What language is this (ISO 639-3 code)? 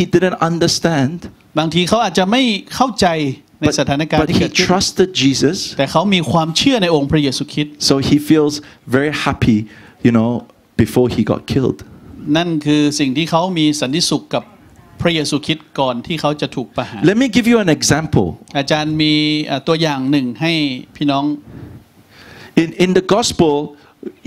tha